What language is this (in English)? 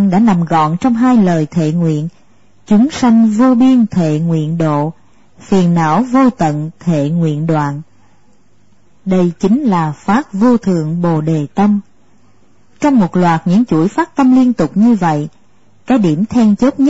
Vietnamese